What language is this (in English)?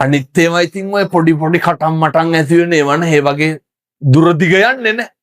Sinhala